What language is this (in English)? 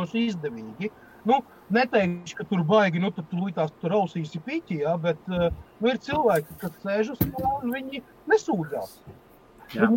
Latvian